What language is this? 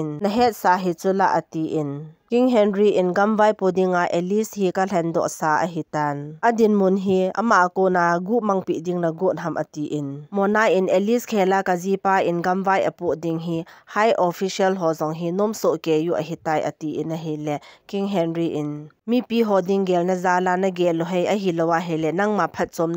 Thado Chin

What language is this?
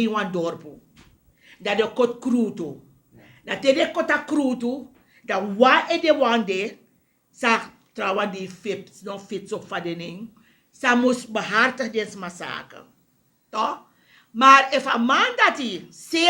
Sranan Tongo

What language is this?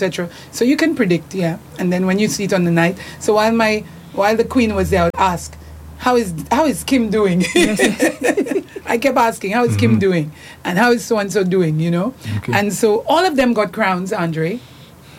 English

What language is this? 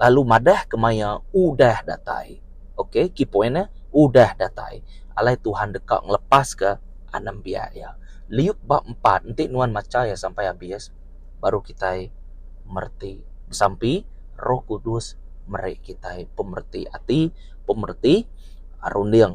Iban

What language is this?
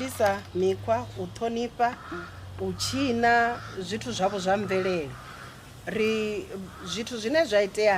Venda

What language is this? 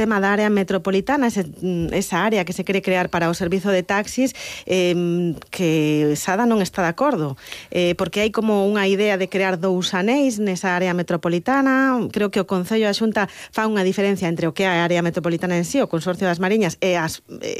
Galician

